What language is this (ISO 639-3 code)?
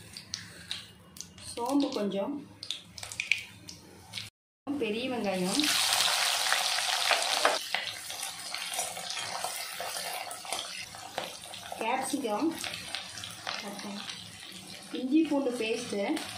tam